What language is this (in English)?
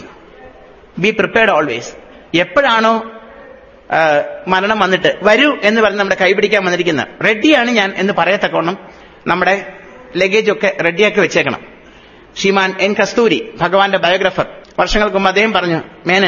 Malayalam